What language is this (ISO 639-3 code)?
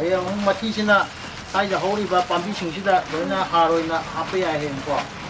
mni